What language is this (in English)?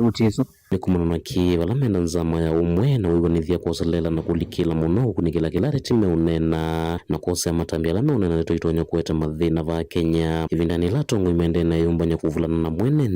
Kamba